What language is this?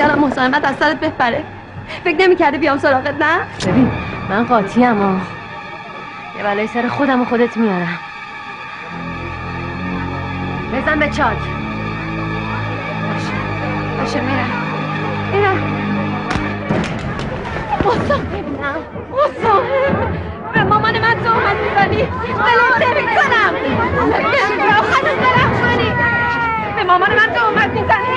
Persian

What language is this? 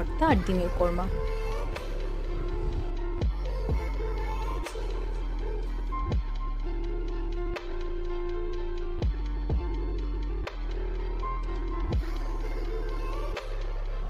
Bangla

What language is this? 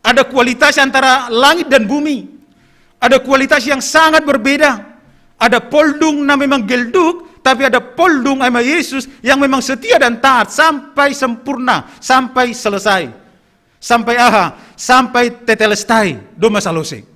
Batak Simalungun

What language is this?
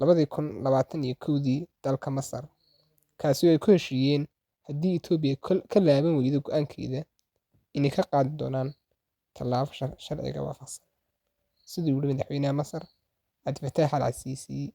Somali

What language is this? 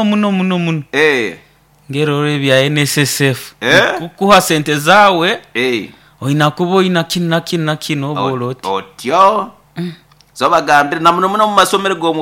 Nyoro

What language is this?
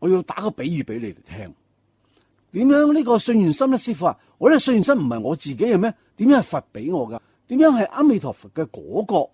Cantonese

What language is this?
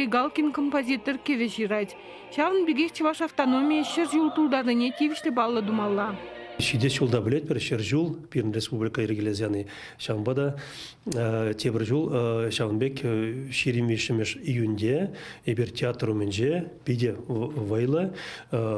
Chuvash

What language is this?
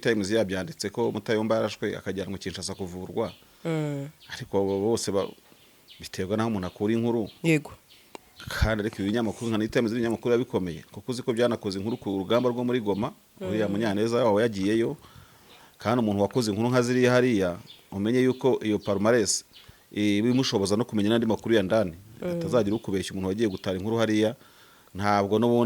Kinyarwanda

